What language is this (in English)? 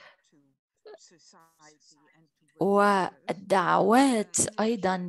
Arabic